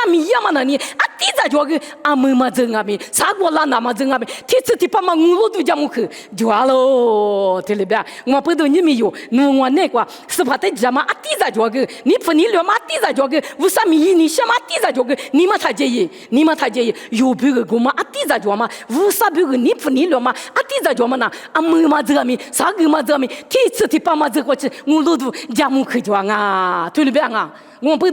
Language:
Lisu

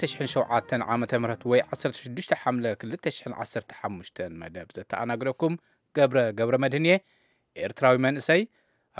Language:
Tigrinya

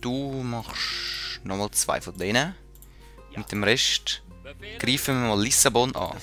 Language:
Swiss German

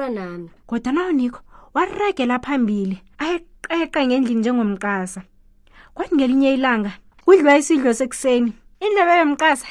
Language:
South Ndebele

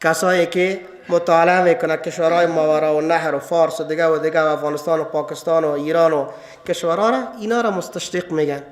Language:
Persian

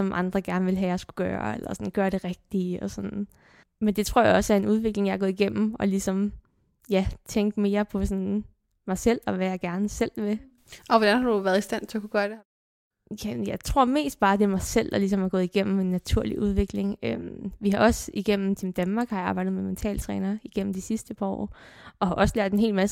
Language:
Danish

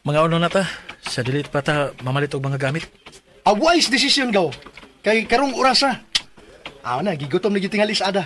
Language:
Cebuano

